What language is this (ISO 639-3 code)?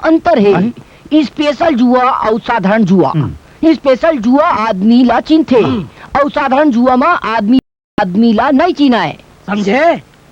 hne